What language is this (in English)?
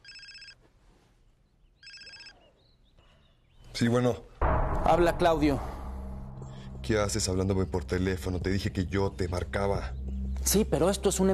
Spanish